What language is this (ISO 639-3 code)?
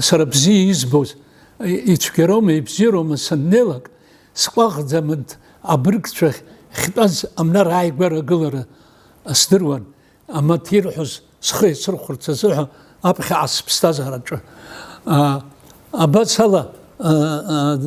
abk